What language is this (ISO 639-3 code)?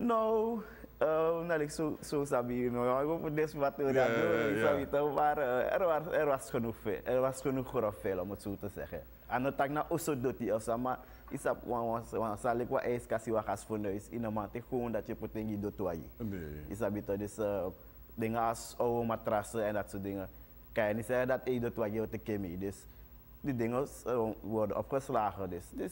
nld